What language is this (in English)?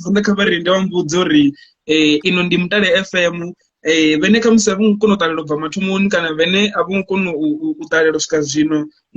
Venda